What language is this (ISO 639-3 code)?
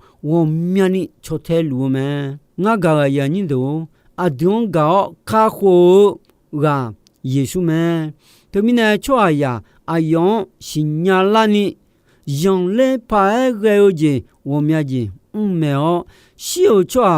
ahk